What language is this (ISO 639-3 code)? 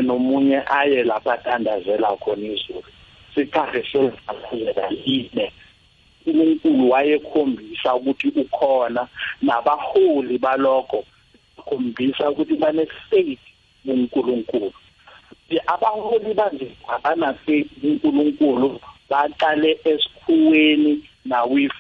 nbl